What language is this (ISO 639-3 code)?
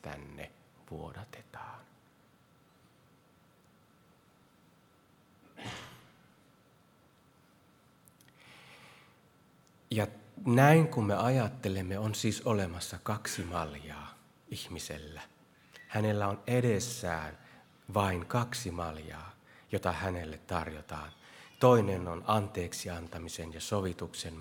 fin